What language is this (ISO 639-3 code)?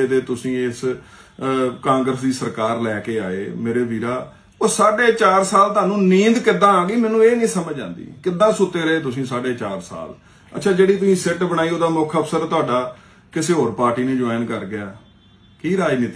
pan